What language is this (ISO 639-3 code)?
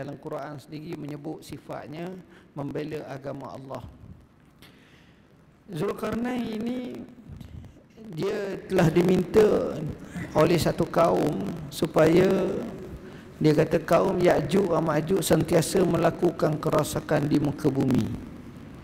msa